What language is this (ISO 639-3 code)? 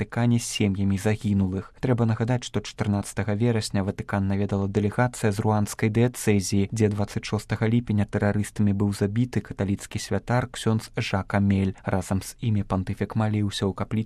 bel